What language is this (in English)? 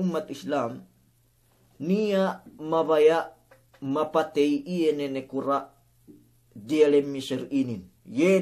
Yakan